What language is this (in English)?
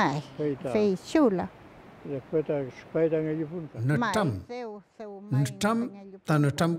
Mapuche